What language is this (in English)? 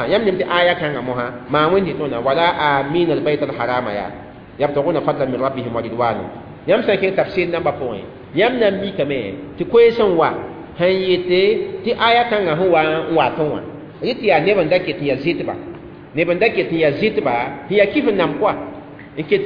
Mossi